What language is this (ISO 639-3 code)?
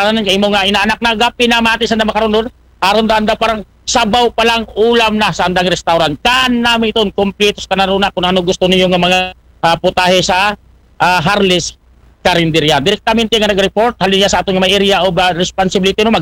akl